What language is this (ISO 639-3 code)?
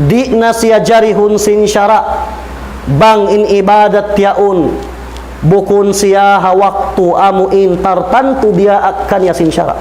tsg